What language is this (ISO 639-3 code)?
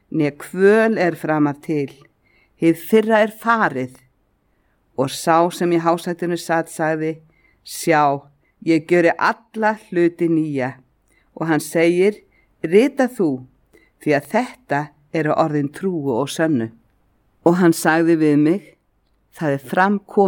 isl